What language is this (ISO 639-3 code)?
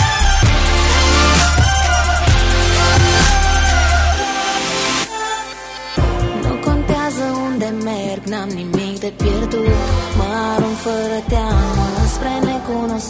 ron